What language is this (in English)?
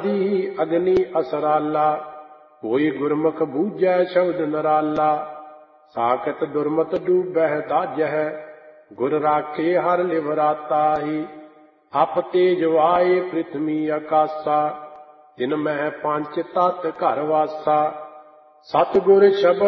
Punjabi